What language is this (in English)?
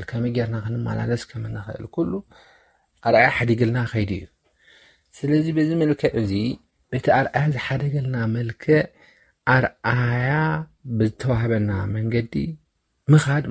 Tigrinya